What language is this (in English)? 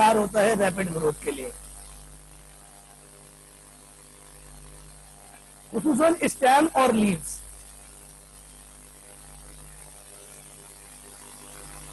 Hindi